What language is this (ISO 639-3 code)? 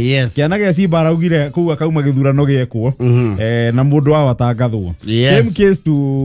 kik